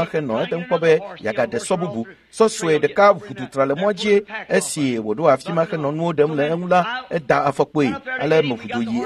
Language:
Ewe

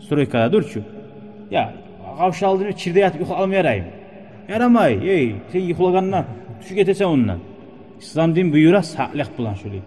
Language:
Kumyk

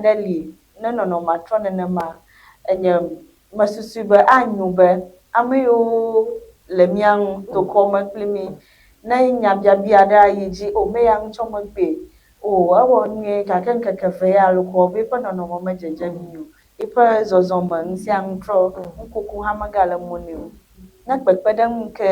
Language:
Ewe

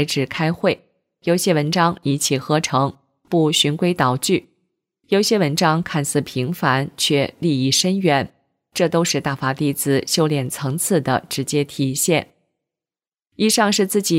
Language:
Chinese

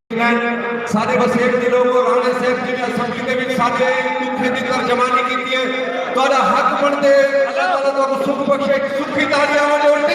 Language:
Saraiki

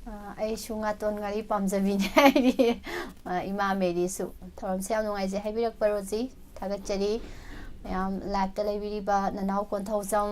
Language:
Manipuri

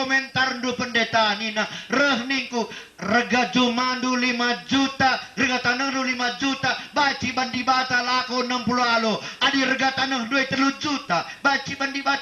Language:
Batak Karo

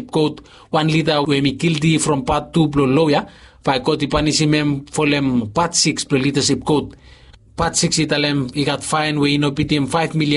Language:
Bislama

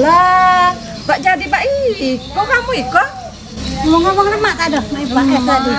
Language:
Musi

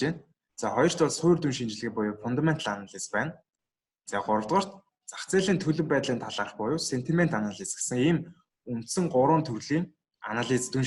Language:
Mongolian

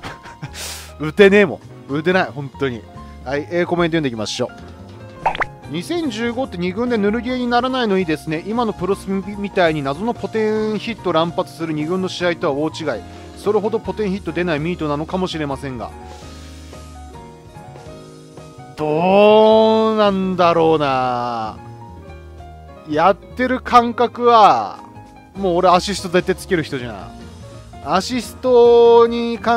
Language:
Japanese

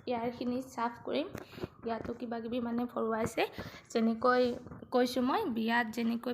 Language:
Assamese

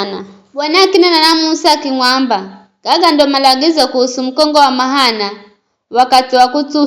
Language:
Giryama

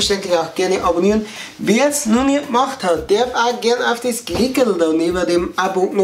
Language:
Bavarian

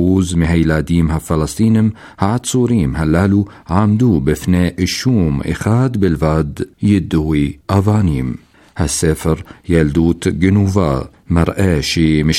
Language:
Hebrew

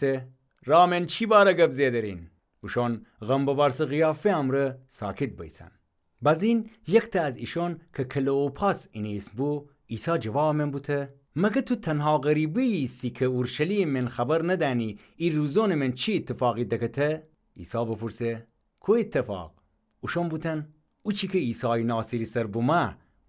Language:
Gilaki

